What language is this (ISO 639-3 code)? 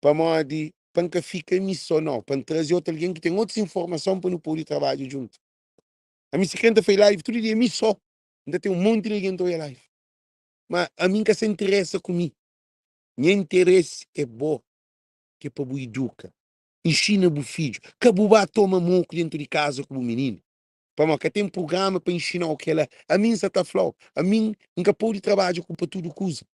kea